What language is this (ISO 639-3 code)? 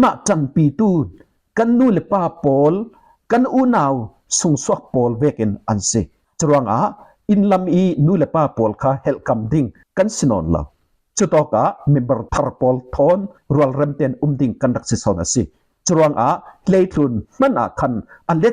cfm